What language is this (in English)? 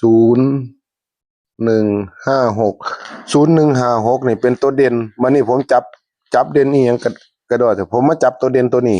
Northeastern Thai